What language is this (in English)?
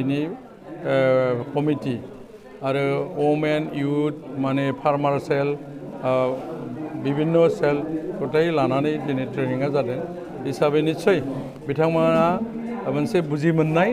Bodo